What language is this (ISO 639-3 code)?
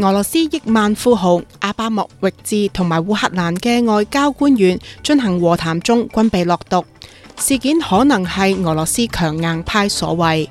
yue